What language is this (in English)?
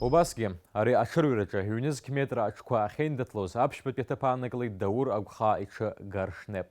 Abkhazian